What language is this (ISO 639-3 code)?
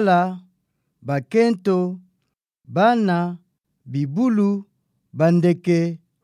ktu